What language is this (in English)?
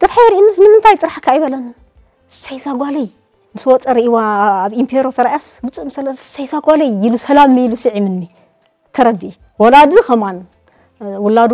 Tigrinya